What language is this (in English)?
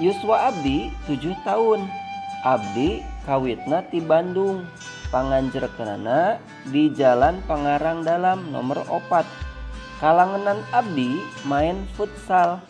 Sundanese